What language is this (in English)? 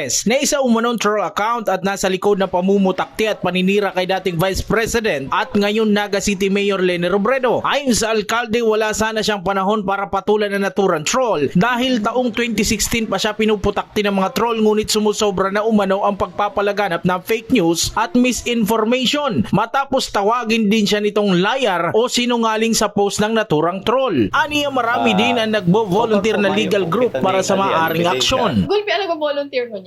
Bikol